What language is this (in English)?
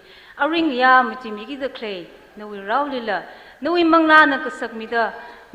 Tangkhul Naga (India)